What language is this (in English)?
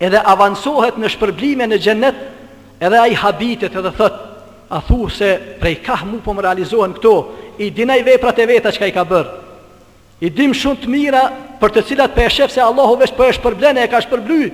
Albanian